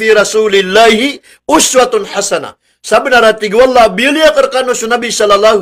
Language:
Maranao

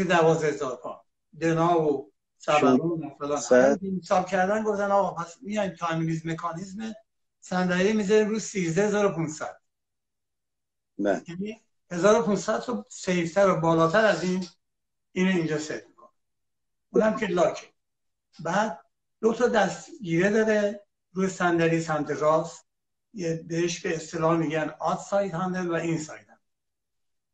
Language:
Persian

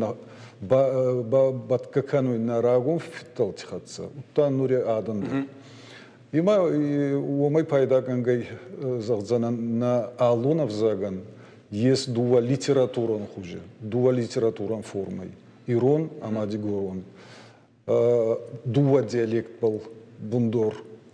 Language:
Ossetic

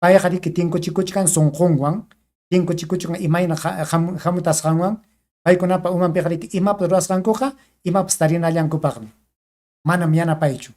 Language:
Ayacucho Quechua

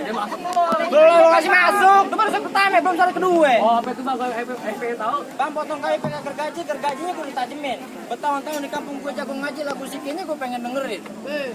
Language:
Betawi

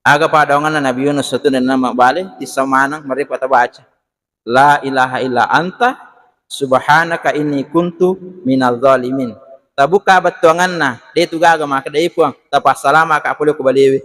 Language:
Buginese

